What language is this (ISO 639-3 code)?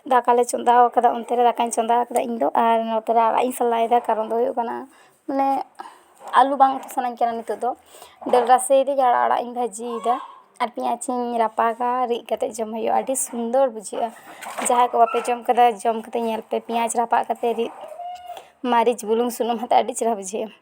sat